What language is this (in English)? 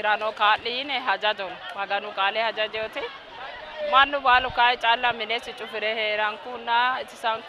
Sidamo